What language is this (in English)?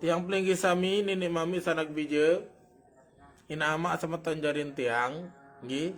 Sasak